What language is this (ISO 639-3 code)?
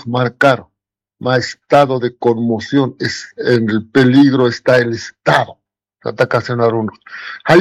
aym